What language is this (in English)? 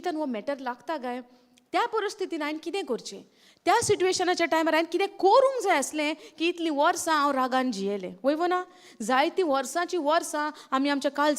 Konkani